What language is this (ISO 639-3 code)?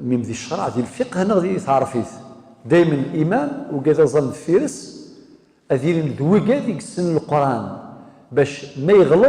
kab